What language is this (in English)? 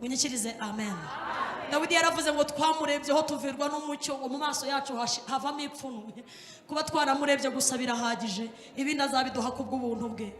Kinyarwanda